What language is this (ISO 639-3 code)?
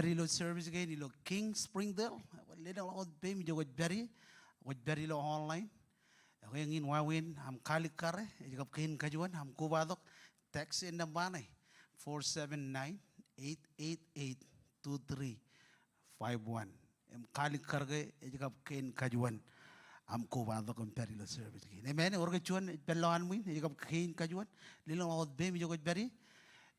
mah